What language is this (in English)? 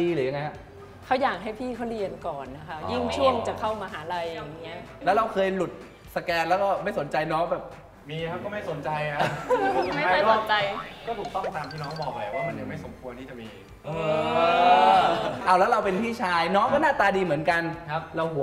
Thai